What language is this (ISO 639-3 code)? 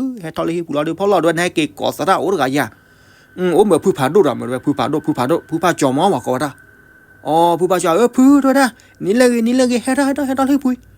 ksw